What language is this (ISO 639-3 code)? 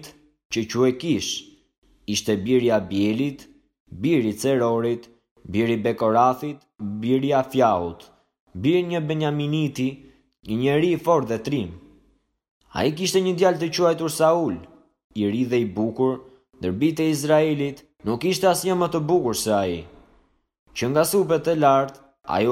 sqi